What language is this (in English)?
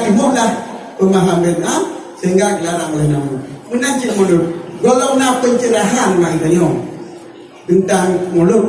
Achinese